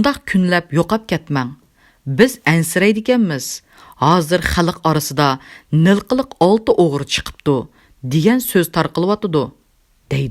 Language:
Uyghur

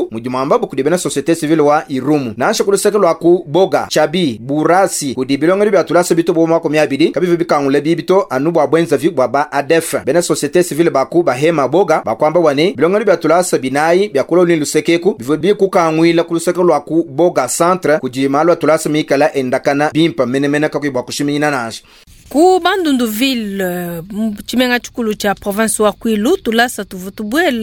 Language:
Luba-Lulua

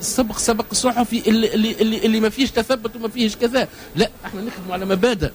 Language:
Tunisian Arabic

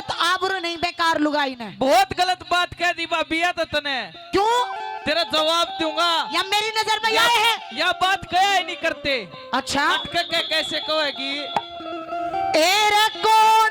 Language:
Haryanvi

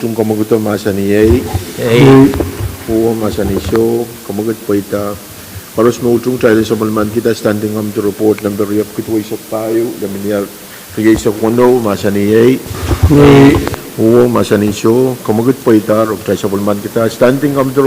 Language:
Pohnpeian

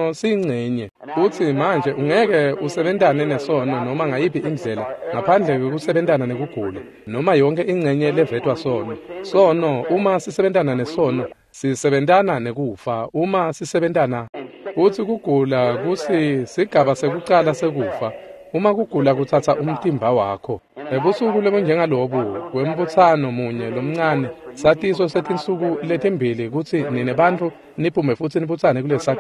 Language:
Swati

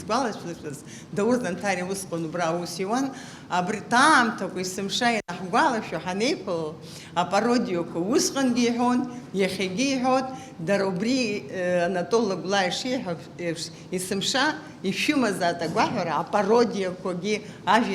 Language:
Abkhazian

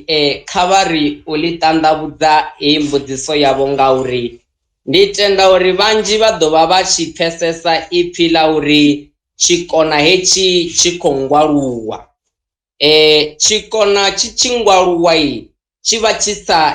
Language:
Venda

